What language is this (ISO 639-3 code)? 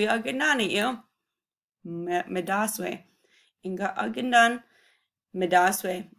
ciw